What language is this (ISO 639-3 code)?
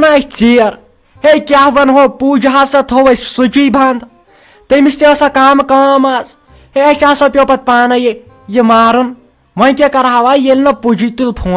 kas